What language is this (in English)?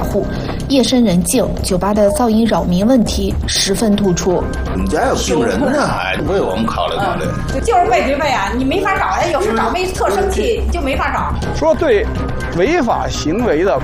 Chinese